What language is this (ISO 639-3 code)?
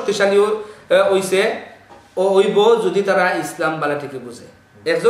ben